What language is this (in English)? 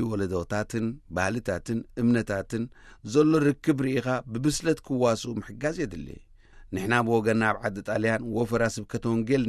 Tigrinya